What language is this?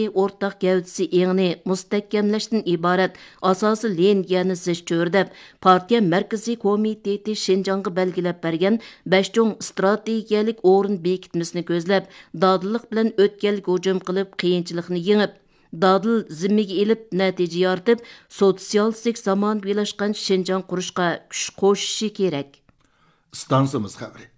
Uyghur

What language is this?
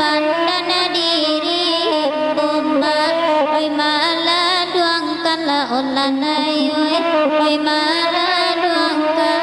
Minangkabau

